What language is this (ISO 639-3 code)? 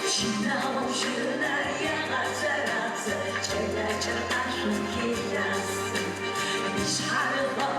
ady